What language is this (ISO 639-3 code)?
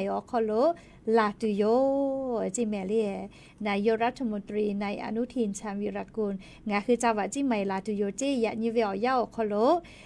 lhu